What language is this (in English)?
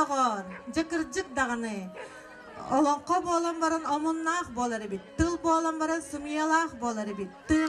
Yakut